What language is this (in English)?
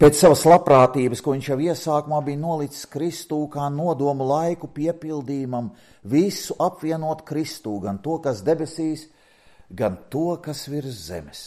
Latvian